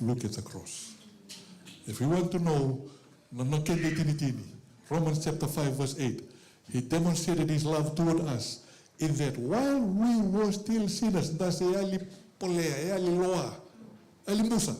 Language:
Fijian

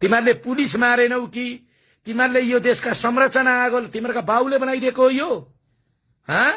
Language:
Nepali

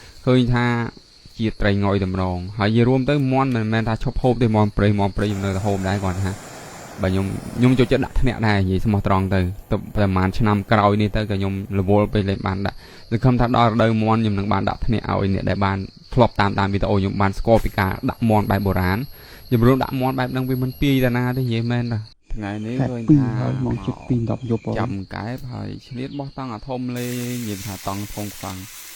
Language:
Khmer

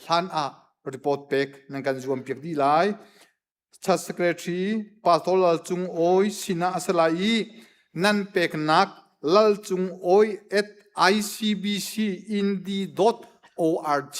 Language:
Hakha Chin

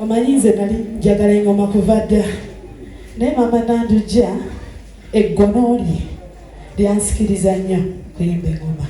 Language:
Ganda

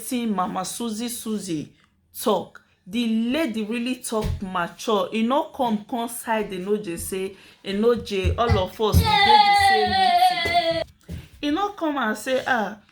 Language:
Nigerian Pidgin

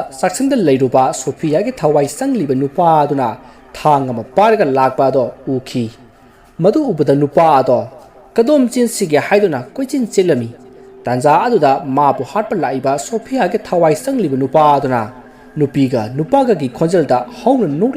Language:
Manipuri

